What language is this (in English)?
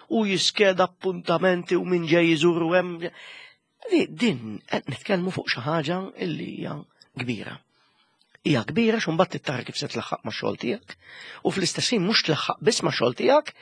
Maltese